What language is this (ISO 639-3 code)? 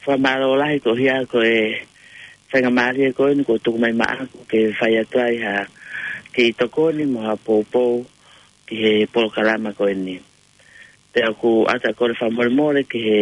ton